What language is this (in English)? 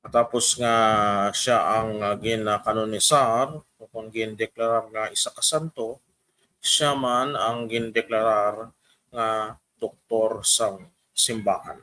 Hiligaynon